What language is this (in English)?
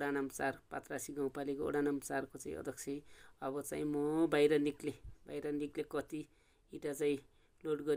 Nepali